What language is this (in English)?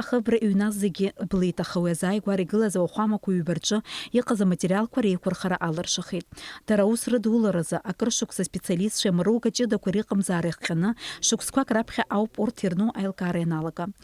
Abkhazian